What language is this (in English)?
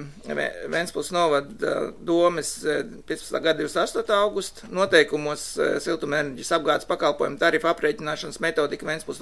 Latvian